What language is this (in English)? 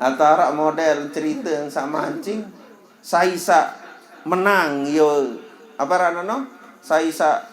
Sasak